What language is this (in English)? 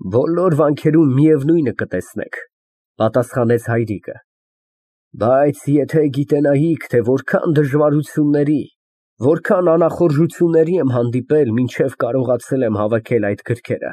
Armenian